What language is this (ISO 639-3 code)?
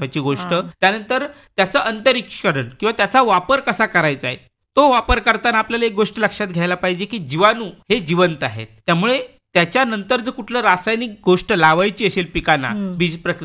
mar